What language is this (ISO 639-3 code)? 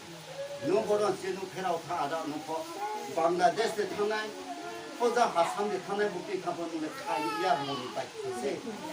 ria